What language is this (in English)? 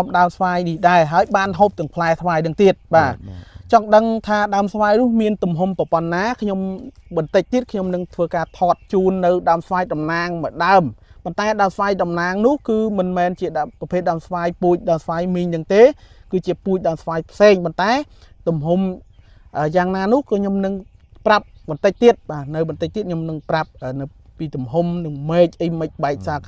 Khmer